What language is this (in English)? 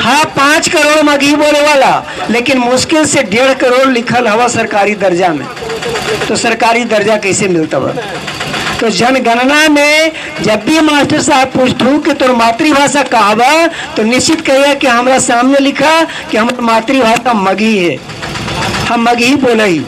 Magahi